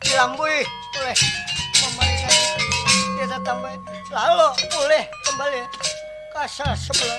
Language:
Banjar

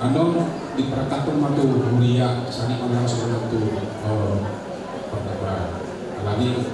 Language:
Batak Toba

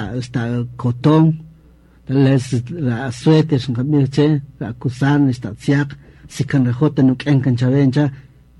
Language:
Kaqchikel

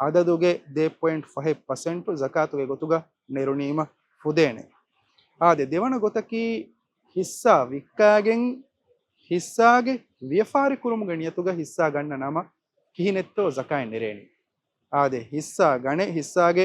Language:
Divehi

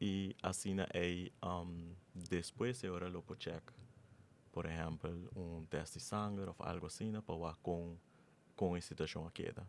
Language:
Papiamento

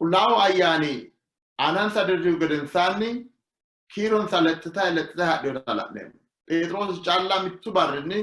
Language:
Sidamo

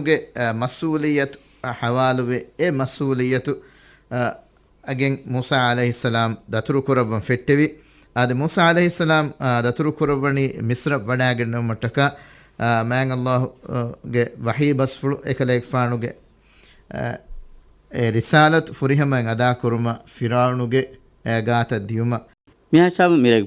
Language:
Divehi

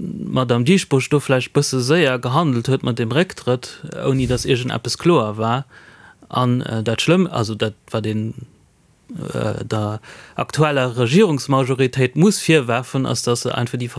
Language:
Luxembourgish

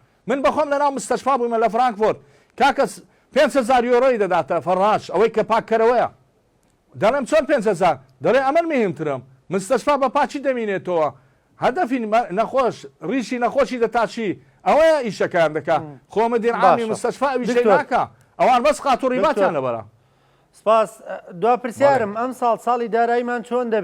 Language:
Central Kurdish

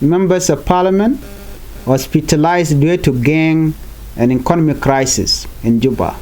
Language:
Nuer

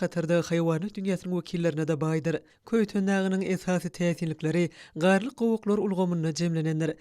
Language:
Turkmen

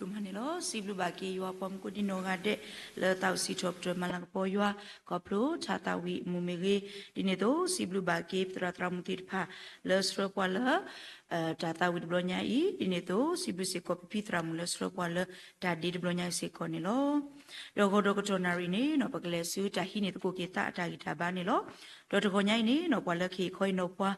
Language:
S'gaw Karen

